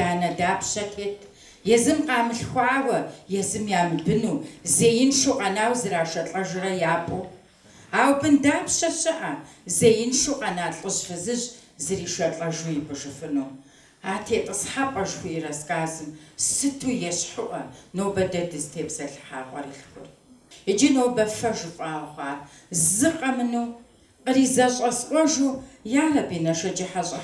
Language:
Kabardian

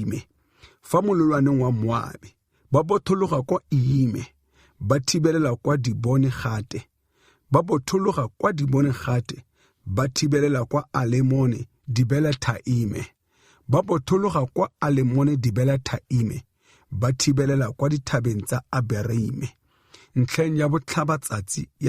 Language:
Tswana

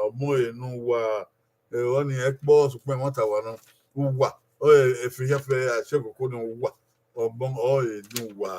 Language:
Bini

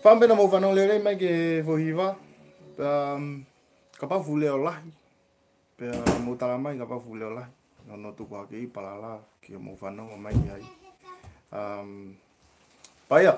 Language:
Tongan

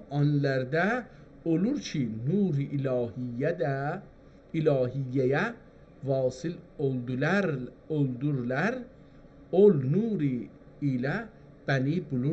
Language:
South Azerbaijani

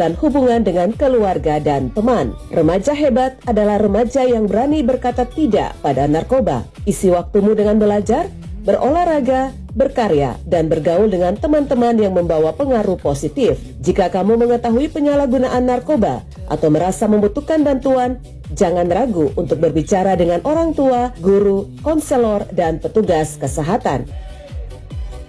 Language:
Indonesian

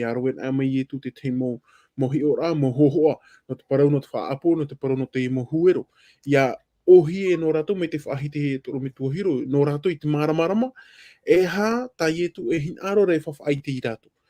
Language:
Tahitian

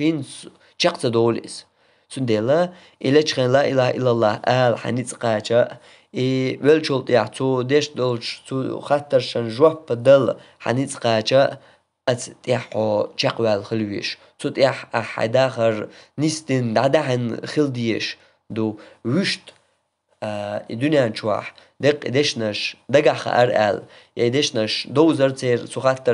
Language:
Chechen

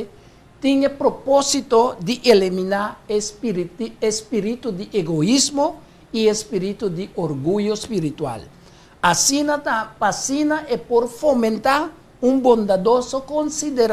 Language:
Papiamento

